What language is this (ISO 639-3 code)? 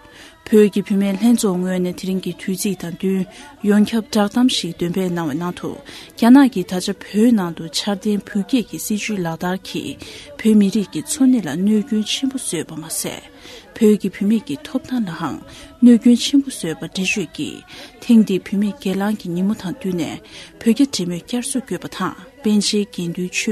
bod